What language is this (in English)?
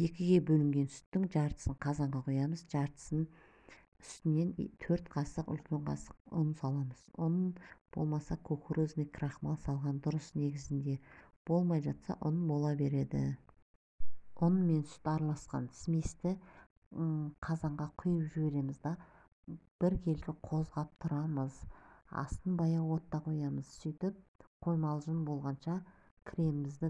Kazakh